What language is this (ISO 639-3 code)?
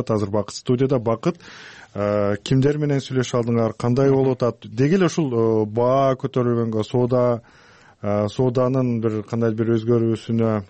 kir